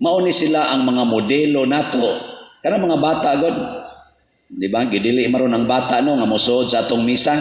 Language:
Cebuano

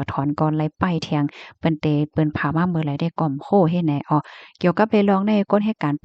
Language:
Shan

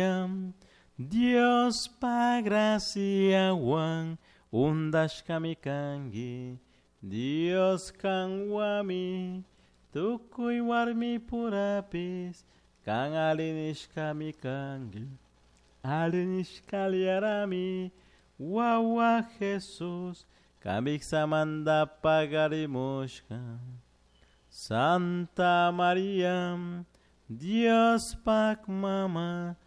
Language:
Chimborazo Highland Quichua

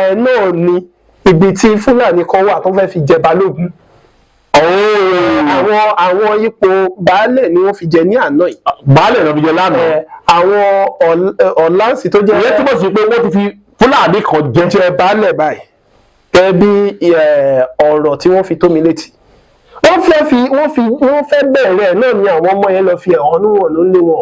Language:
Yoruba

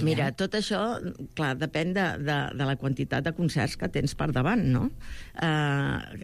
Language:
Catalan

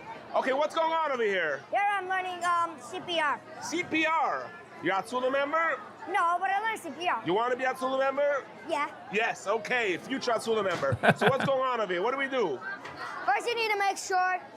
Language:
Yiddish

